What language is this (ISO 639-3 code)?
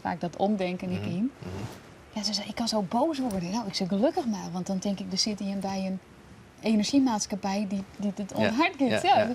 fry